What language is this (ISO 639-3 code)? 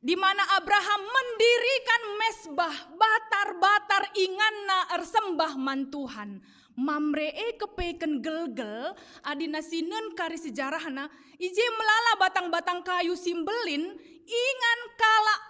btx